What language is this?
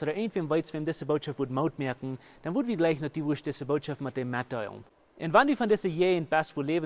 Plautdietsch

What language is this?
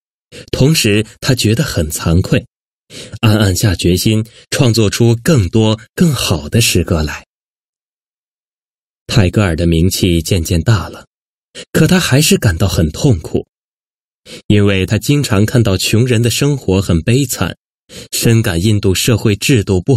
Chinese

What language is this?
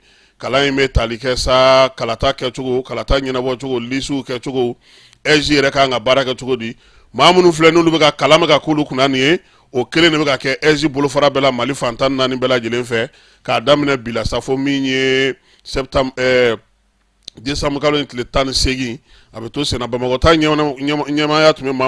Bambara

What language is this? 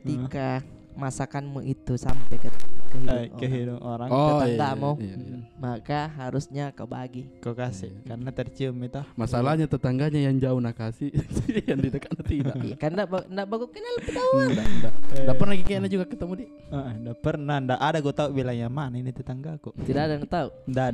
Makassar Malay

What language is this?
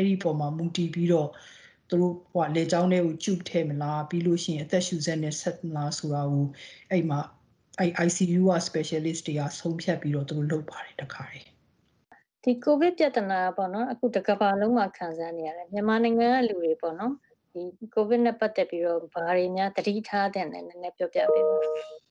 Burmese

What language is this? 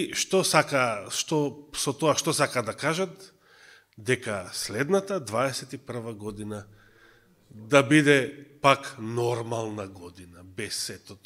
Macedonian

